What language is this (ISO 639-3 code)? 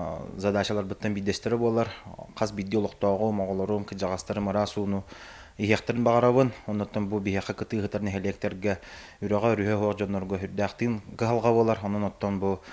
sah